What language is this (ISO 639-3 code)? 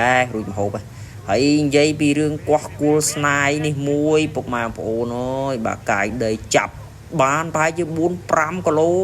khm